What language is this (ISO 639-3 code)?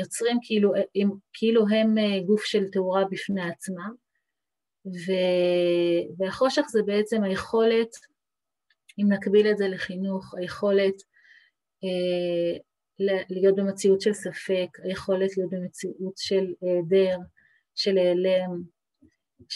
heb